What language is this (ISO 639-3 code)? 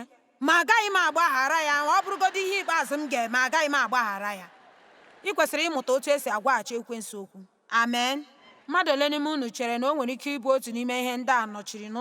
ibo